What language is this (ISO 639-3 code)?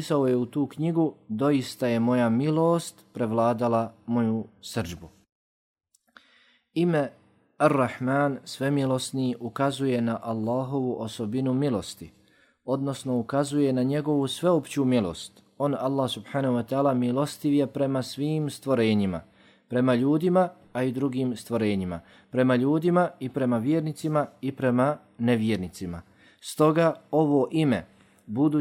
bos